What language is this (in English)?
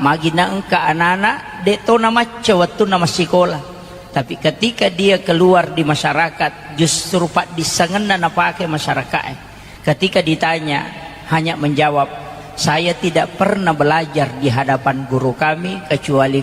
Buginese